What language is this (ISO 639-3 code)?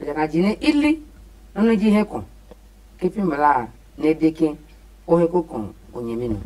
ada